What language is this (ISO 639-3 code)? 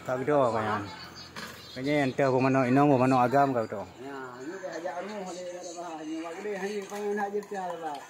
ace